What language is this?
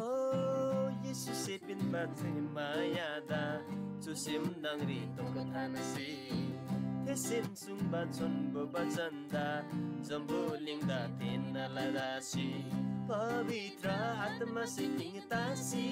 Eastern Tamang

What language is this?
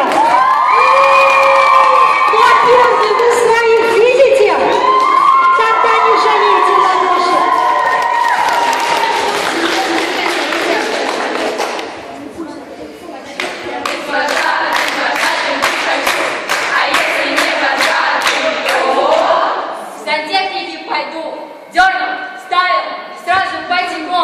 Russian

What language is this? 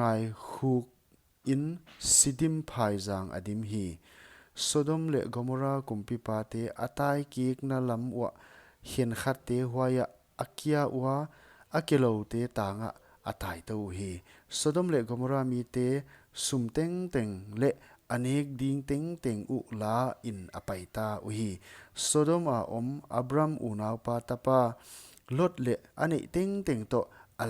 Paite Chin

